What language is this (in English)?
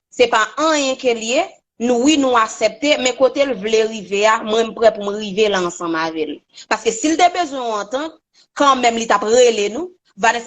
Haitian Creole